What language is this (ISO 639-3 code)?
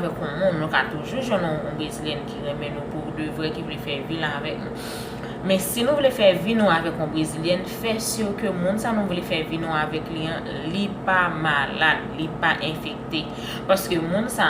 hat